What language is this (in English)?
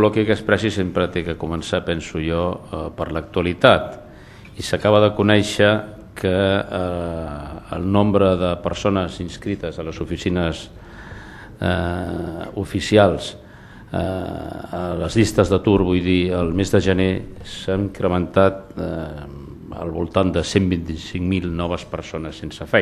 Catalan